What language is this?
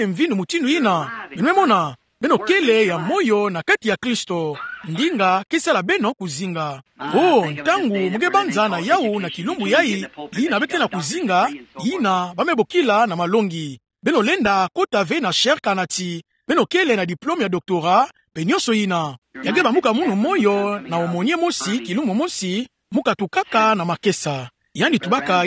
Kituba (Democratic Republic of Congo)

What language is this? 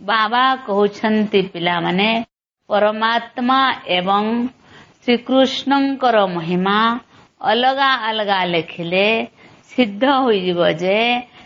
Odia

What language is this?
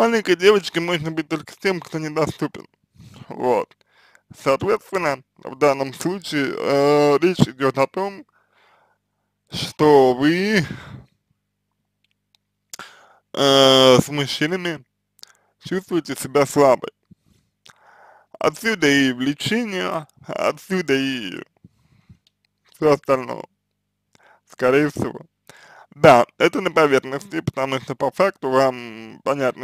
Russian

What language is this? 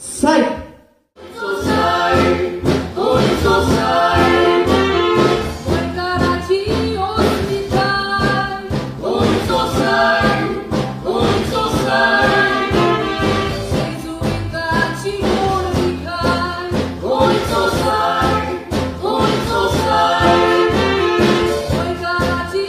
Konkani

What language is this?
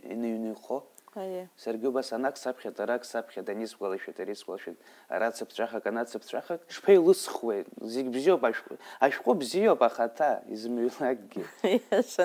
Abkhazian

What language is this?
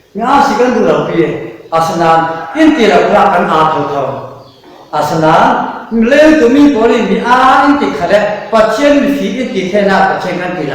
Falam Chin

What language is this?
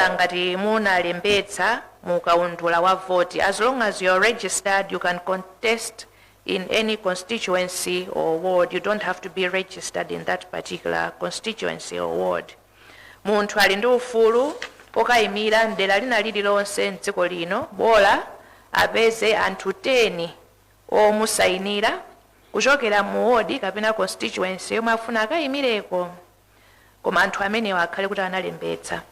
Nyanja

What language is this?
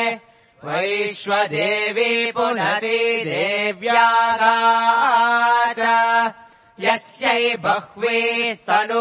Sanskrit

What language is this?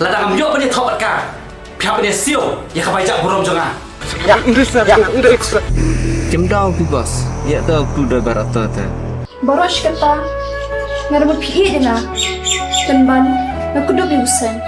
Khasi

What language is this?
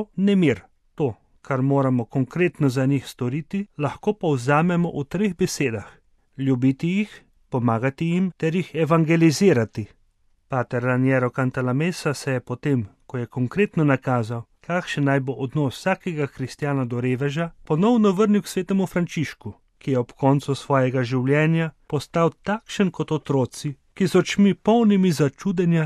Slovenian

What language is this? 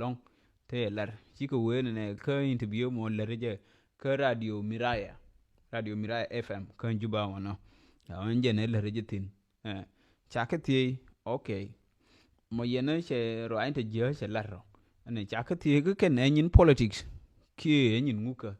Nuer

